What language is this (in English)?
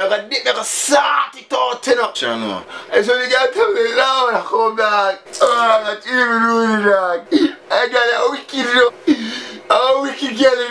Jamaican Creole English